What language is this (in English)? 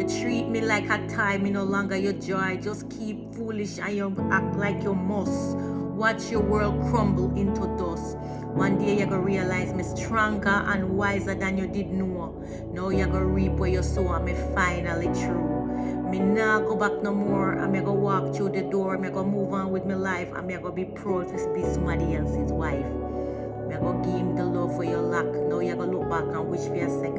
Jamaican Creole English